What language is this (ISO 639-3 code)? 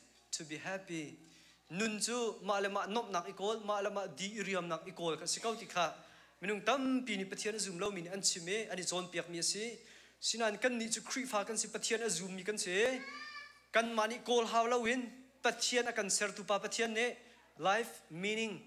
cnh